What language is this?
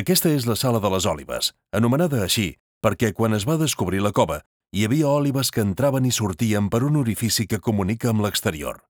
Catalan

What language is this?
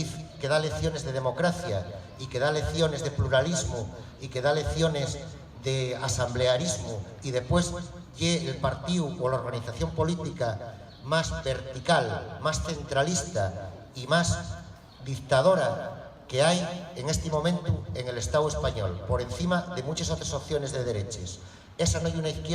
Asturian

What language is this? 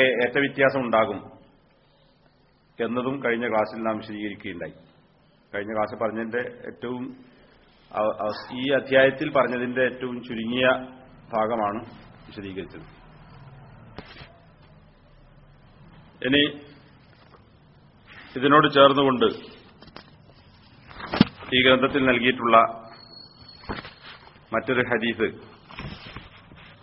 Malayalam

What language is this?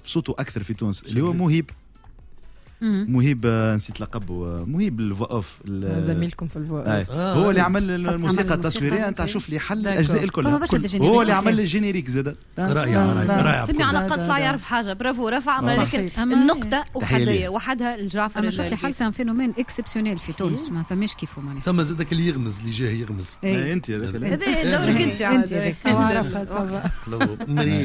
Tunisian Arabic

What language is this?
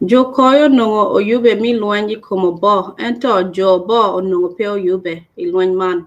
Acoli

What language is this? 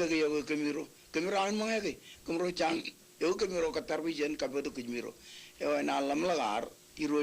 Marshallese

